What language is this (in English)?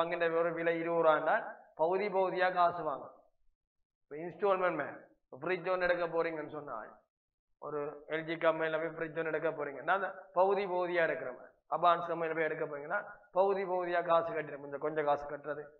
Tamil